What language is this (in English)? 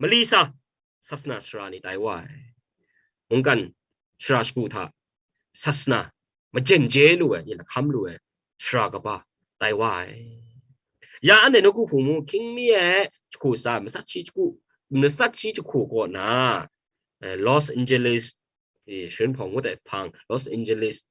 Kachin